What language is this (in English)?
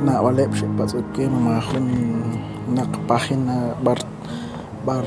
Kekchí